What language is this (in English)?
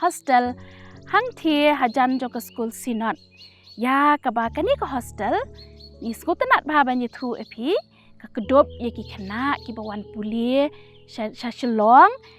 Khasi